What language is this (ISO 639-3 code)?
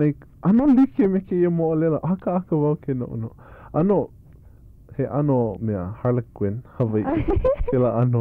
haw